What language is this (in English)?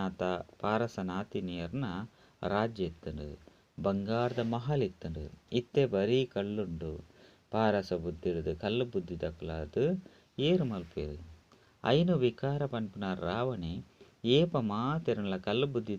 Tulu